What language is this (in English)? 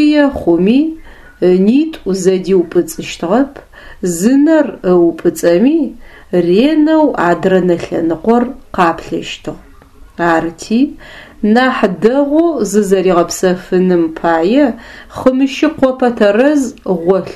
Adyghe